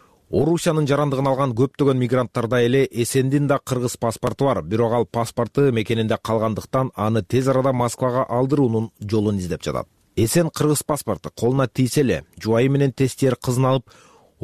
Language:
Kyrgyz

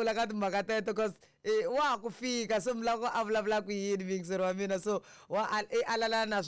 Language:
Tsonga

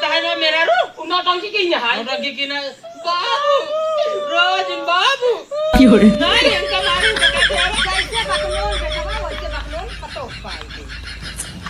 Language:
Awadhi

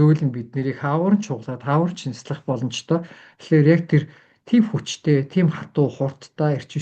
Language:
Mongolian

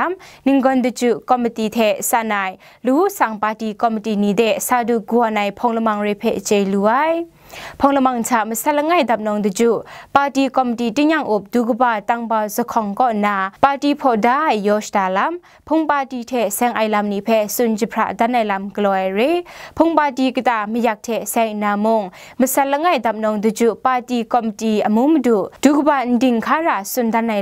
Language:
Kachin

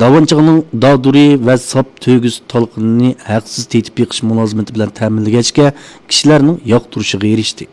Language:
Uyghur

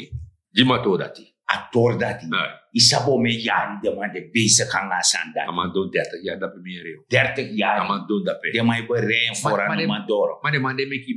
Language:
Sranan Tongo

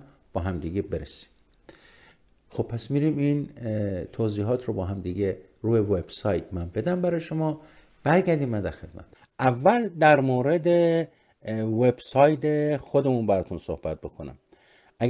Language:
Persian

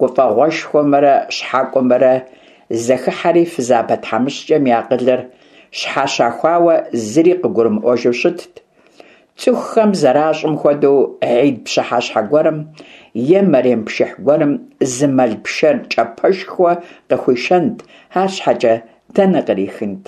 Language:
Kabardian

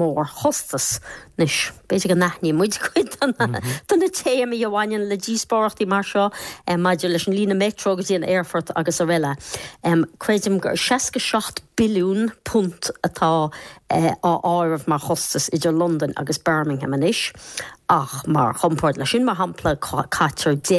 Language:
Irish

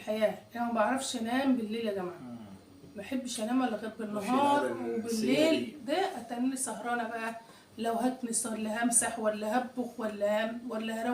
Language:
Egyptian Arabic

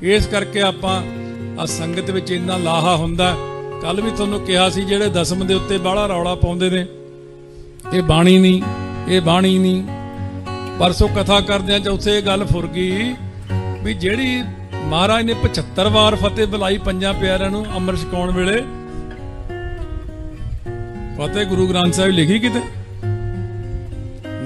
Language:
Punjabi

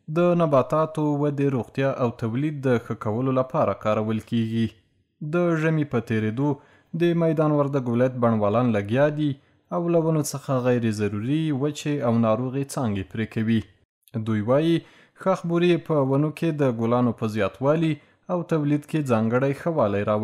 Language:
Pashto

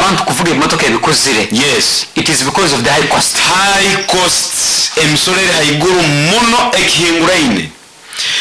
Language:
Nyoro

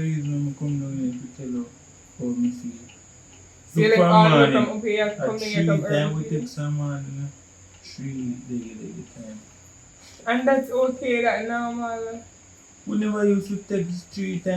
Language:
Jamaican Creole English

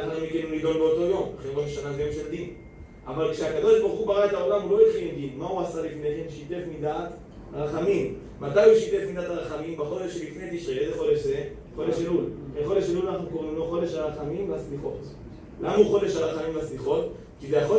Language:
Hebrew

